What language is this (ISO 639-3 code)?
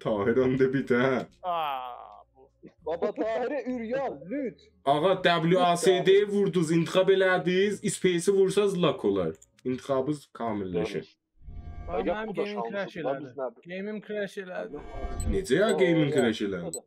azb